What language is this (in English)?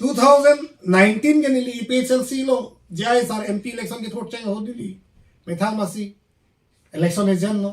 Karbi